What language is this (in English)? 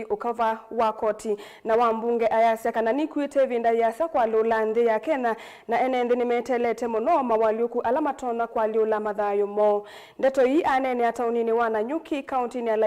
Kamba